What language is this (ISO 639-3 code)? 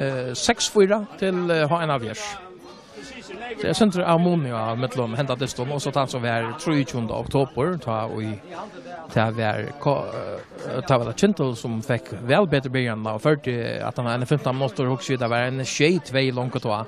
fao